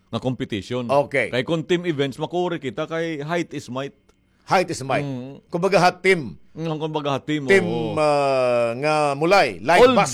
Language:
Waray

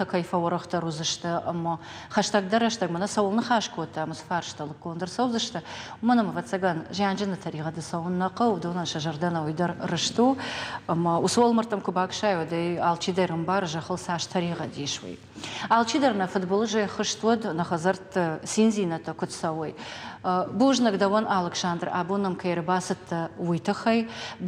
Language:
Ossetic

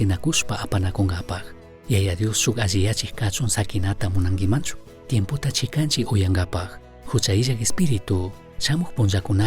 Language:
Chimborazo Highland Quichua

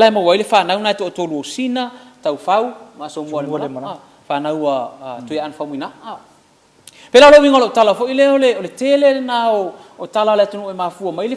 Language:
Samoan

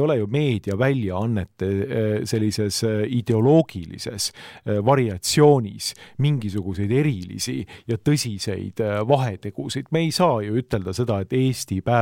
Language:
Estonian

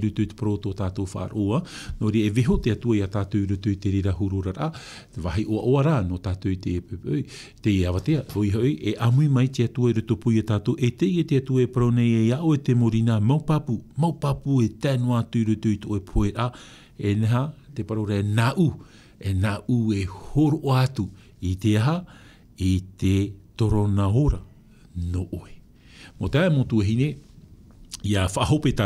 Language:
Tahitian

